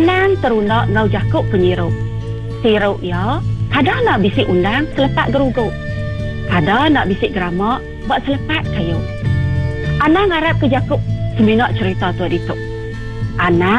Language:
Iban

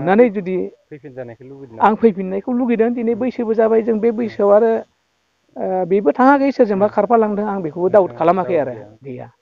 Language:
Bodo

